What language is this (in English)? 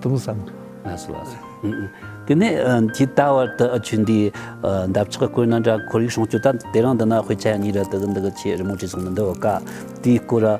Tibetan